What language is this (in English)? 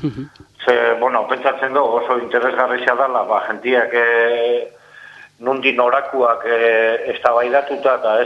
Basque